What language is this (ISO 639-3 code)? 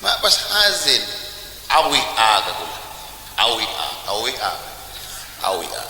mad